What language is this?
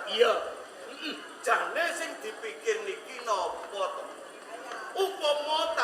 Javanese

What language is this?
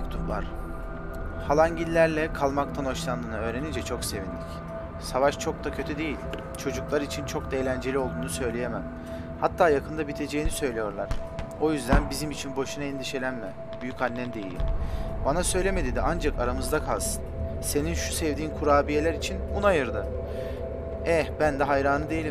Turkish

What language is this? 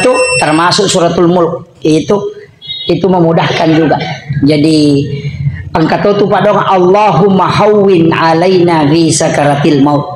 Buginese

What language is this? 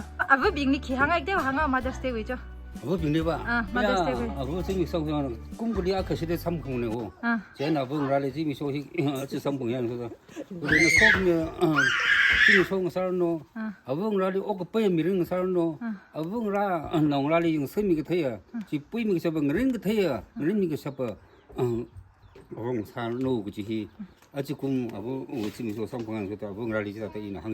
Tangkhul Naga (India)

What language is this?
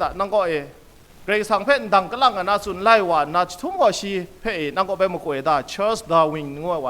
Kachin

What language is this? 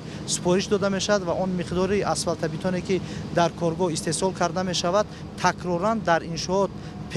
Tajik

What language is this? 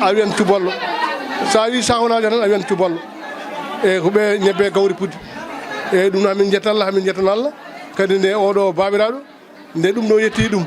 Fula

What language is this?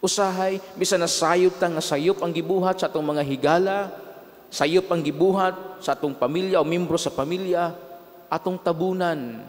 Cebuano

